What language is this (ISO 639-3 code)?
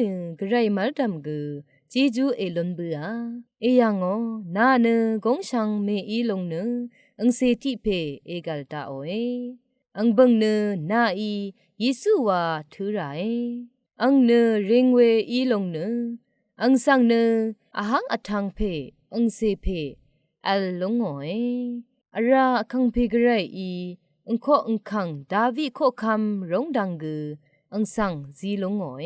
raw